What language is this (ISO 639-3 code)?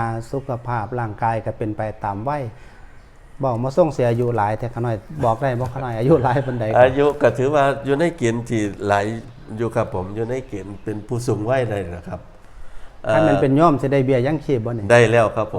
tts